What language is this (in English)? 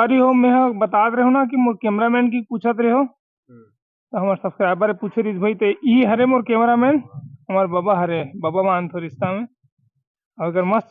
Chhattisgarhi